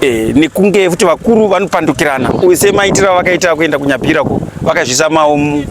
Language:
Shona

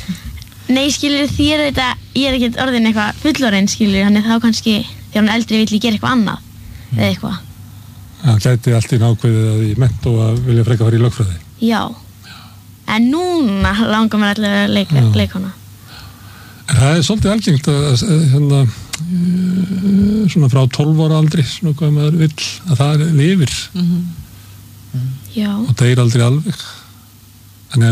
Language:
Icelandic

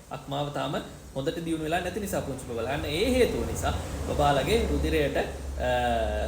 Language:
Sinhala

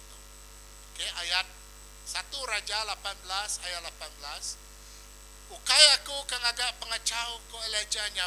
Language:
Iban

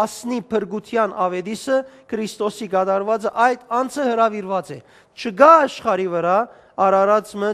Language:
Western Armenian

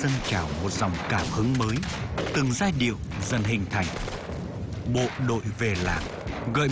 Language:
Vietnamese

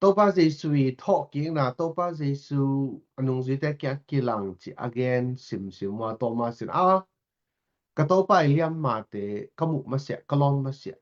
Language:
Tedim Chin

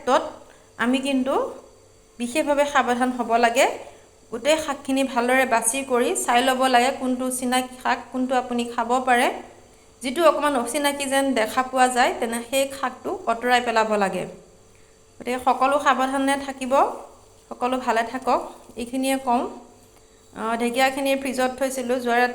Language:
Assamese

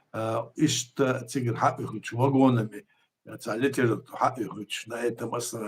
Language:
Chechen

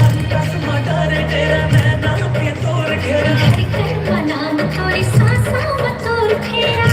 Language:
Chhattisgarhi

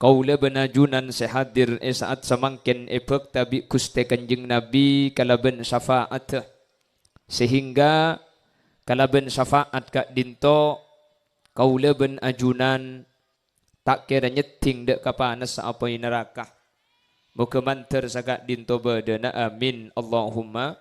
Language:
Madurese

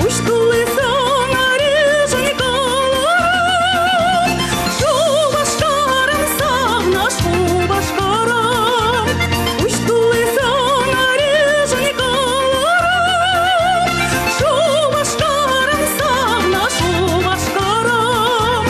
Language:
Chuvash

